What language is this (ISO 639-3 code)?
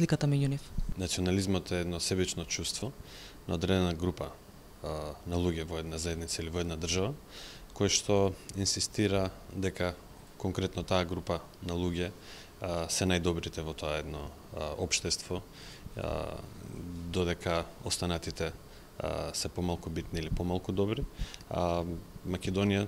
mkd